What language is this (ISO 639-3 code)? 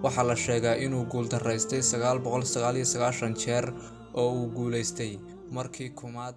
som